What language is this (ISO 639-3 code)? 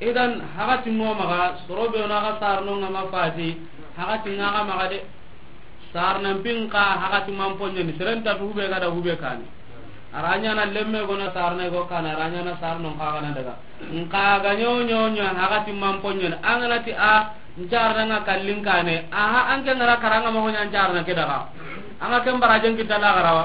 snk